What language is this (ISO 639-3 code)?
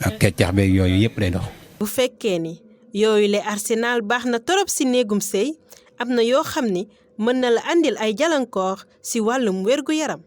wol